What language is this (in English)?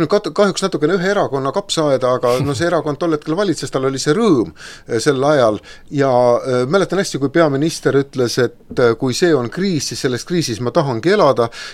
Estonian